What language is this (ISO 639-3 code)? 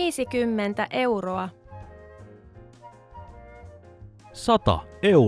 fin